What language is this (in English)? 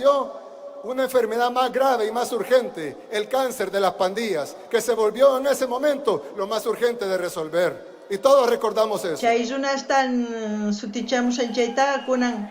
South Bolivian Quechua